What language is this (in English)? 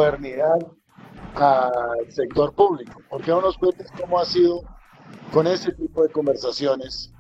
Spanish